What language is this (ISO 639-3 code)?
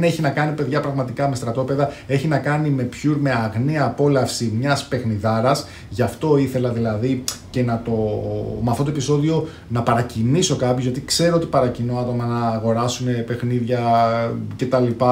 ell